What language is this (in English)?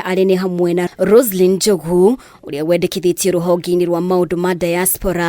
Kikuyu